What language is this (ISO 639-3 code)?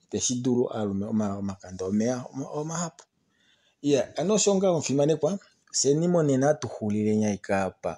kua